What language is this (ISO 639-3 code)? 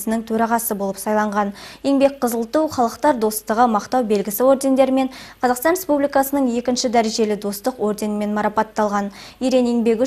kaz